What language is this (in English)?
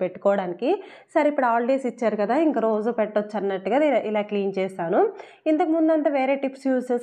Telugu